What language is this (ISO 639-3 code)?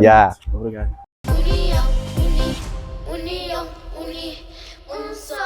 kea